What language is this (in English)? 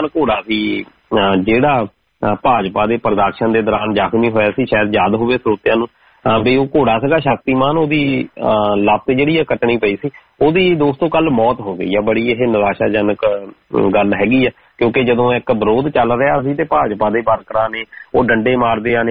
Punjabi